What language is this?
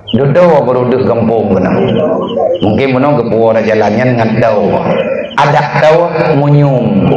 Achinese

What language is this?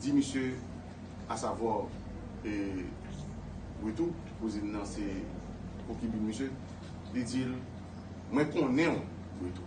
Haitian Creole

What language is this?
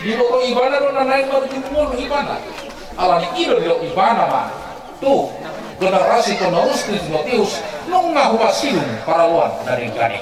Batak Toba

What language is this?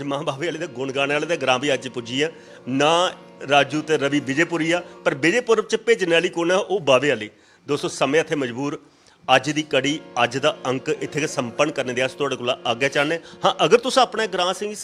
Dogri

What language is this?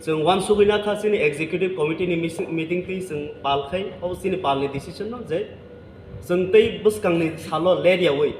Kok Borok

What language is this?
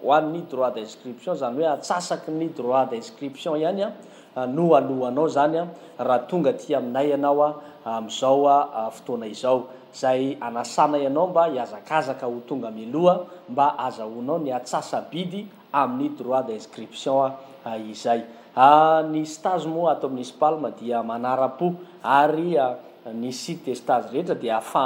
Malagasy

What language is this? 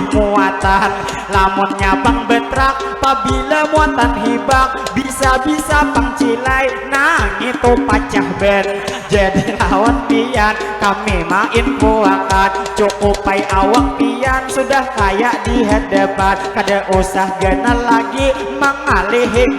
Banjar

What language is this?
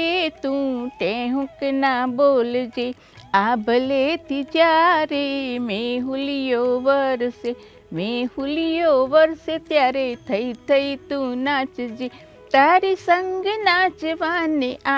Gujarati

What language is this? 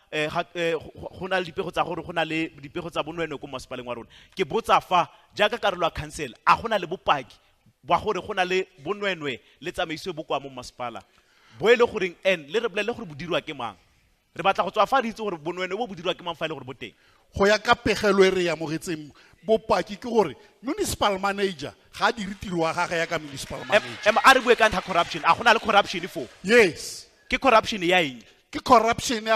Tswana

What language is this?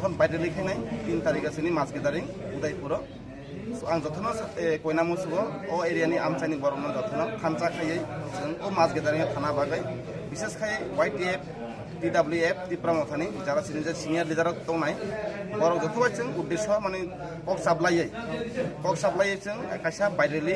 Kok Borok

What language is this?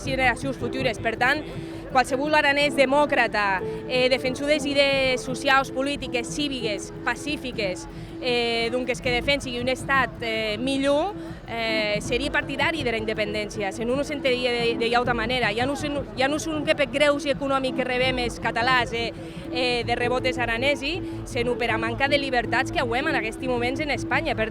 Occitan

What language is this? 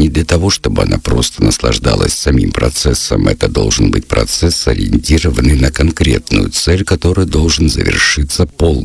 Russian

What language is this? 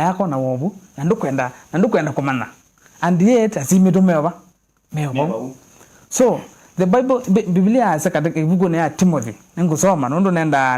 Kamba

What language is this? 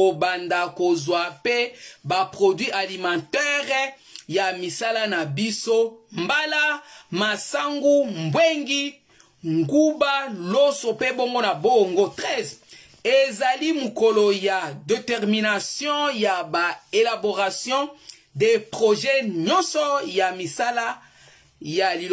Lingala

